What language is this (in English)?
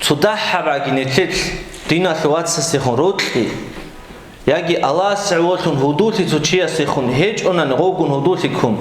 Avaric